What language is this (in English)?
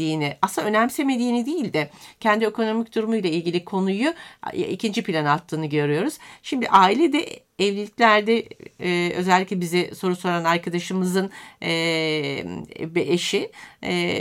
Turkish